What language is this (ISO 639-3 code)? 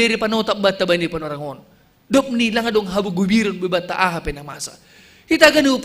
bts